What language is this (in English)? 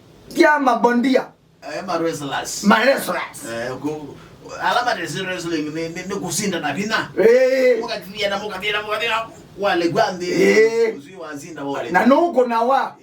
Kamba